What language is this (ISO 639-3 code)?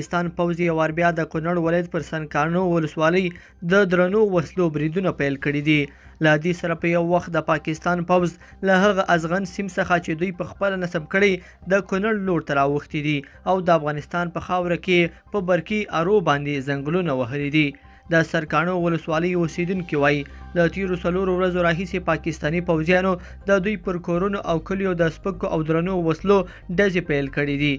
pus